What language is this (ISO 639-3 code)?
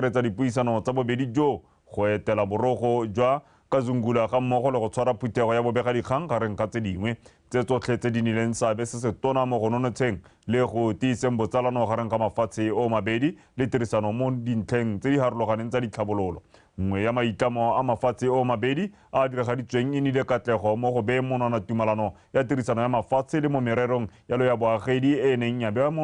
tsn